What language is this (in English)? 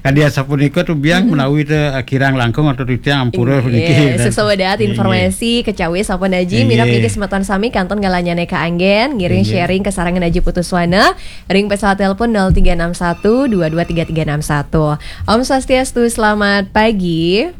Balinese